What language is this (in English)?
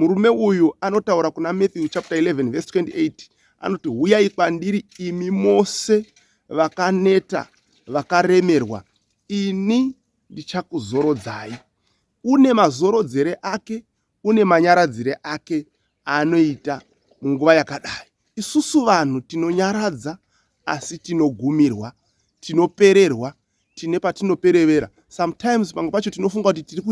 Shona